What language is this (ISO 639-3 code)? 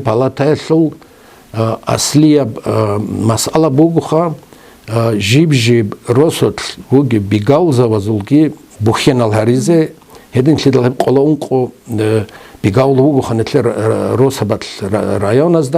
ava